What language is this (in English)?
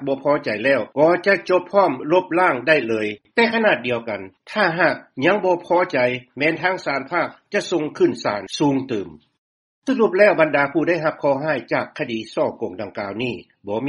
Lao